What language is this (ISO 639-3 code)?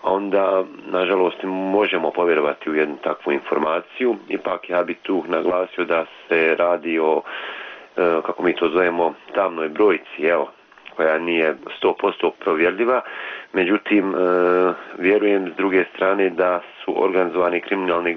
bos